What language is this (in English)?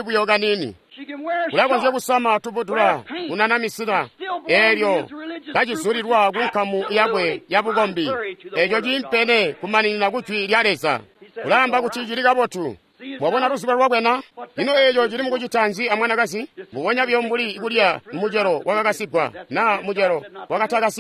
Tonga (Zambia)